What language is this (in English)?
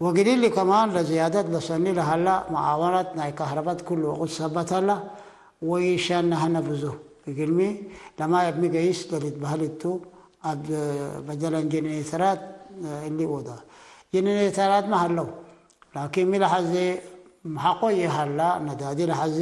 Tigre